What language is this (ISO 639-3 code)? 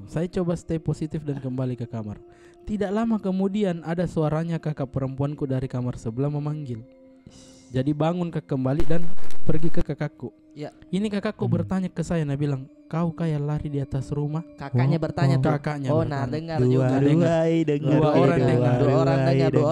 mfp